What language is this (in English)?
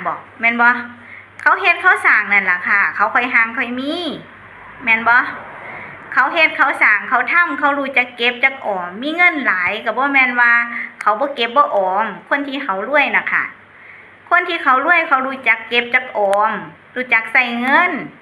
Northeastern Thai